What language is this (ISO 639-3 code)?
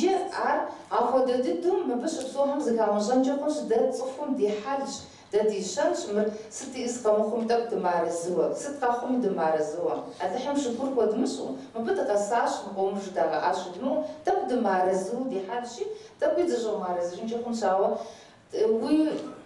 kbd